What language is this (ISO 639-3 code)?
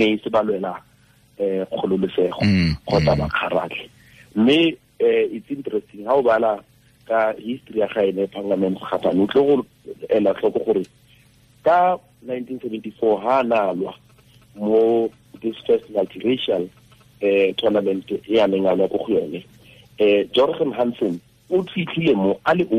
tsn